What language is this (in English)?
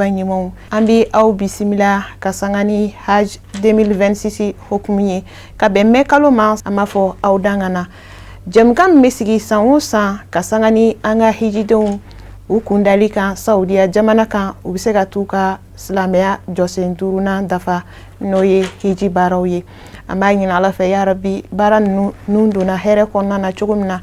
Bambara